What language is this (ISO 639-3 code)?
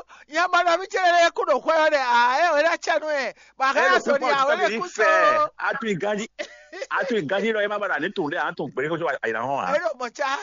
fon